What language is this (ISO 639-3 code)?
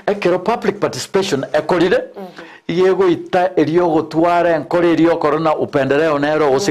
guz